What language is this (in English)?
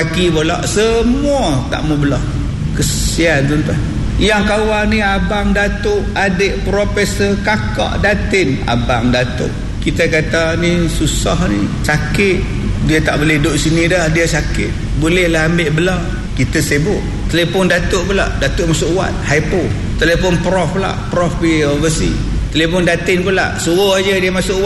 Malay